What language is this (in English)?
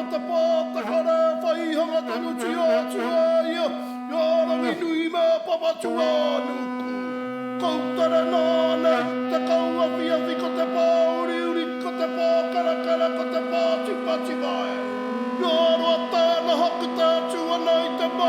Māori